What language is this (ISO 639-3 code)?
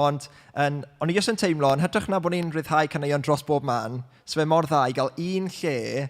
cym